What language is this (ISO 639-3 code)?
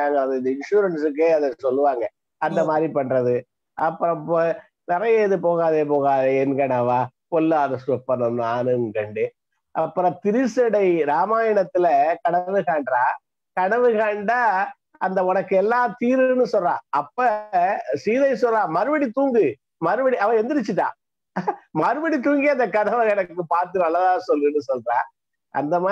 tam